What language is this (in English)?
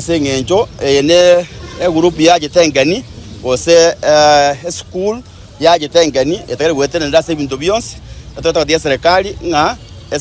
Gusii